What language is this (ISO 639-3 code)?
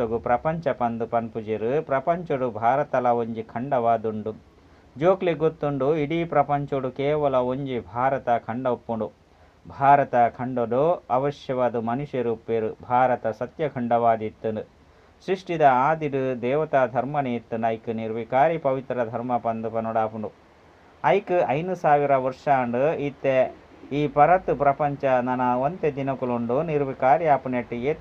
tcy